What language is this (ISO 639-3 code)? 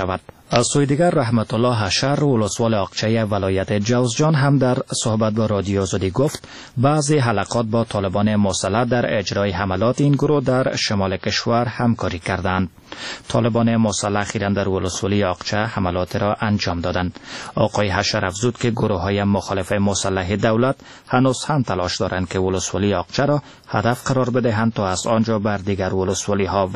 fas